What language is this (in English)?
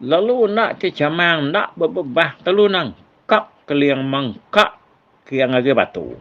Iban